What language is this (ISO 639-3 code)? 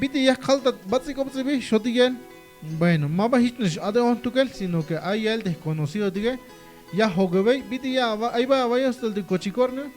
tzh